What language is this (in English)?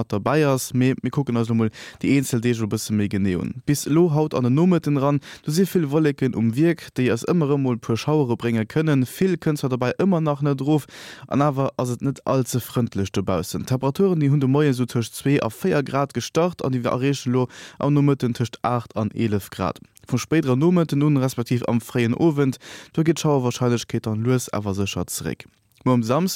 Luxembourgish